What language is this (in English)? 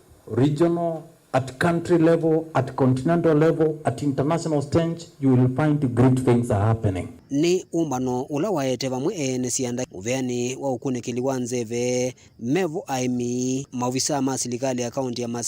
Kamba